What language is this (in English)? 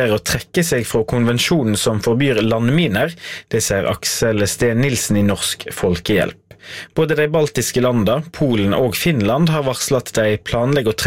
Norwegian